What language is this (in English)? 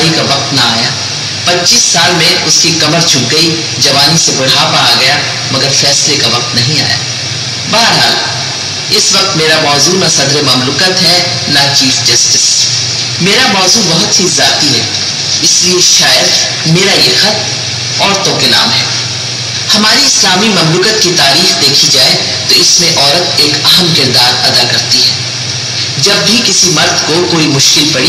Urdu